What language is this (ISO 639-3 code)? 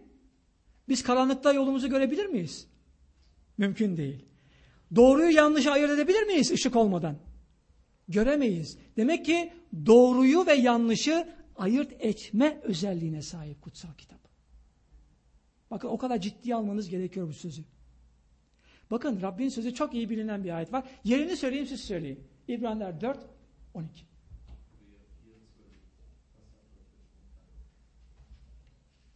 tur